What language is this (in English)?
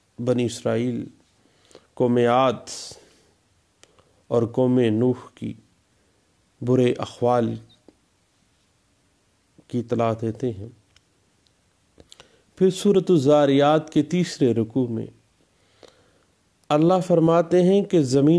Urdu